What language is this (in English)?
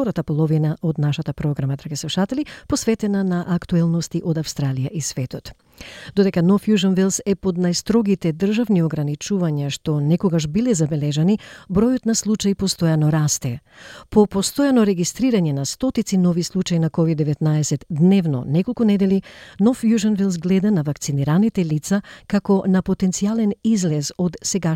Macedonian